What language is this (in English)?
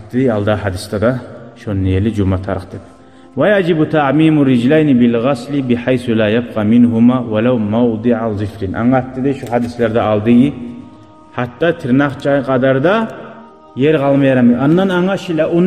Kumyk